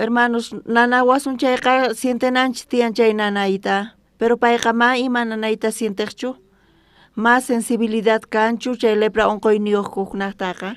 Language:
South Bolivian Quechua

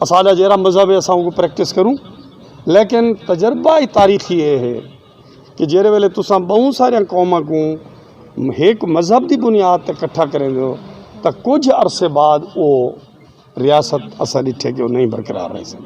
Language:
Saraiki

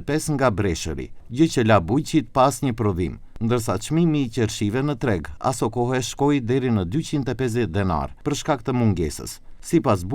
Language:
Albanian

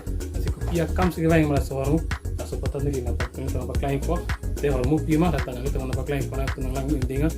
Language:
Karbi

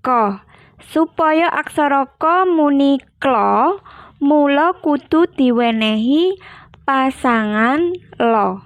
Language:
Javanese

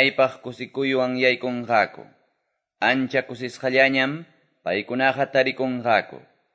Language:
Quechua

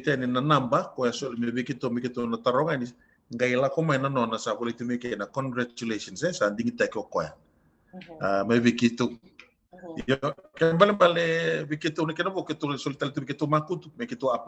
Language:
Fijian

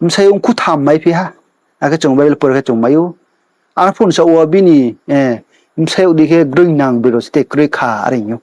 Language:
Riang (India)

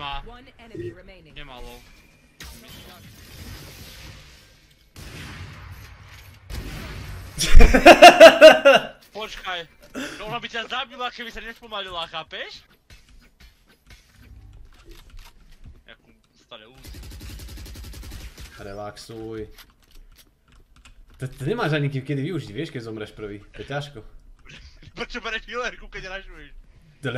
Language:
Slovak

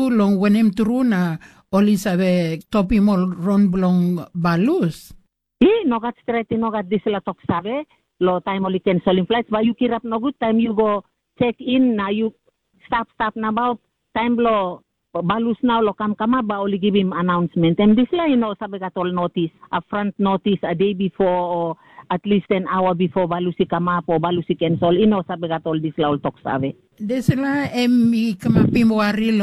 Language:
Tok Pisin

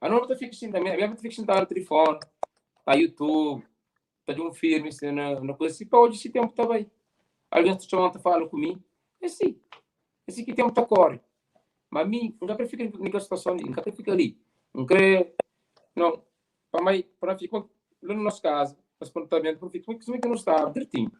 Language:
Kabuverdianu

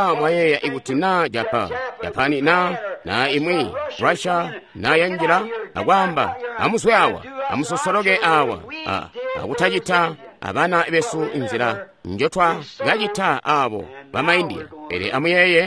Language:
Tonga (Zambia)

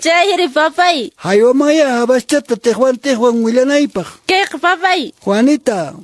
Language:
Quechua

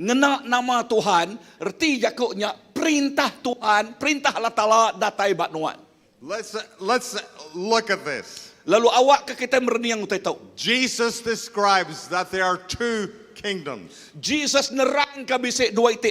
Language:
Iban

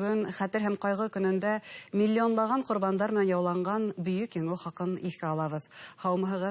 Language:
Bashkir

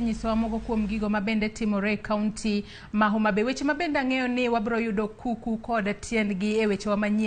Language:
Luo (Kenya and Tanzania)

